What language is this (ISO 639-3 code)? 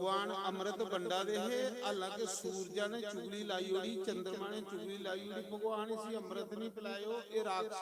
doi